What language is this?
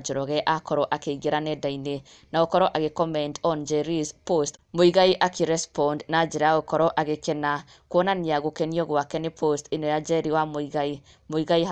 Kikuyu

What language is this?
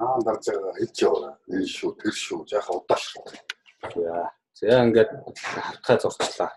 Mongolian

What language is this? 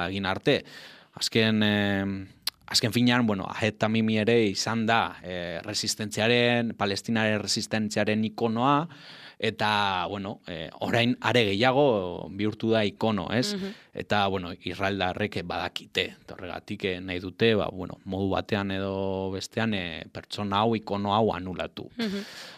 Basque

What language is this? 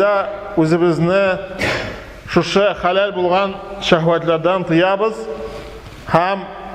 Tatar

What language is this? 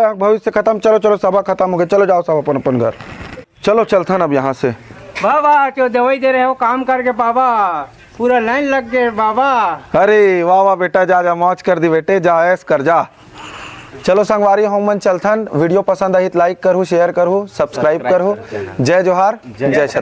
Chhattisgarhi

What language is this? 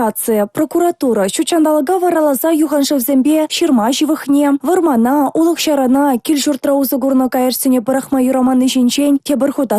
Chuvash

